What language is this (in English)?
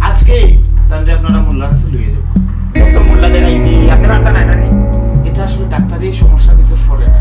Sylheti